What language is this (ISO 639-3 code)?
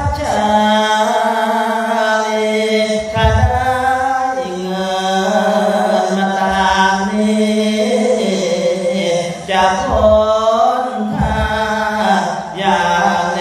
tha